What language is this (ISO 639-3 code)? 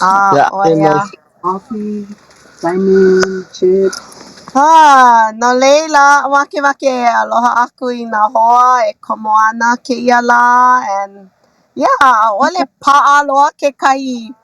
haw